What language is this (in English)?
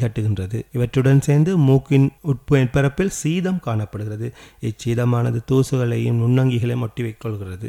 Tamil